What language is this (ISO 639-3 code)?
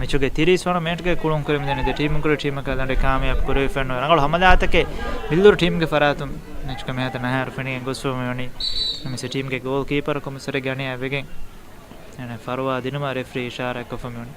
div